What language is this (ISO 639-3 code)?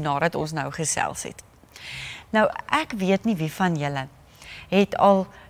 afr